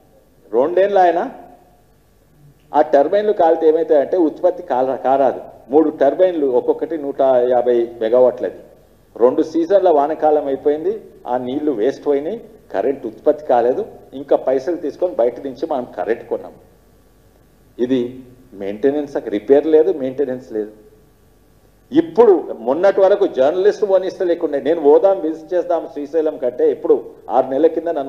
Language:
Telugu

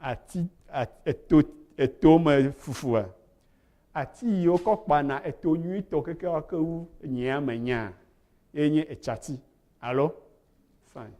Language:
Ewe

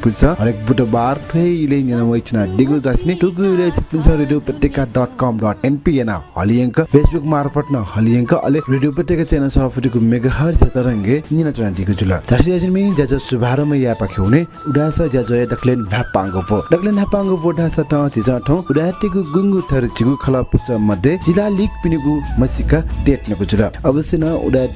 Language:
Newari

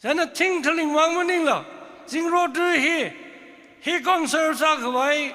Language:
Tangkhul Naga (India)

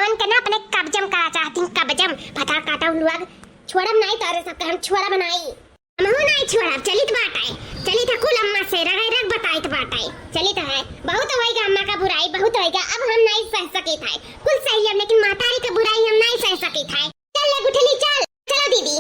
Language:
Awadhi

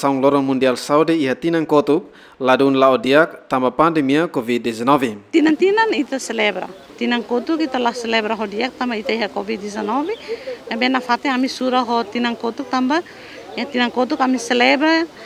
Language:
Tetum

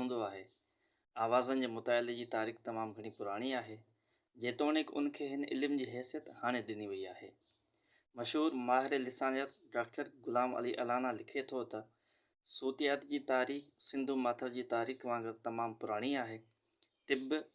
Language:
Sindhi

